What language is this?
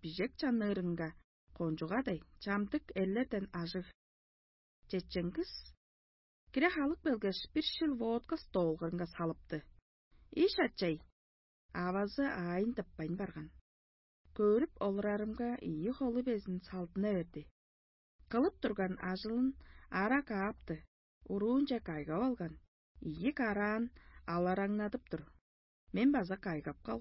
Tuvinian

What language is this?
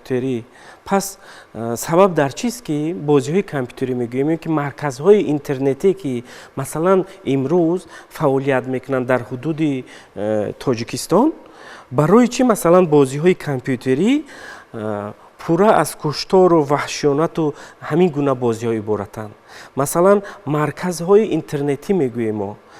Tajik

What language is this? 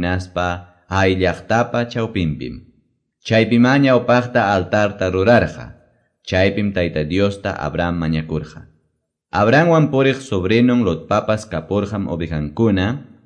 Quechua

